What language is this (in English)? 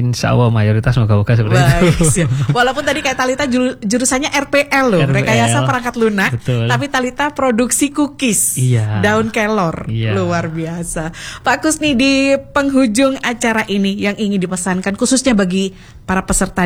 Indonesian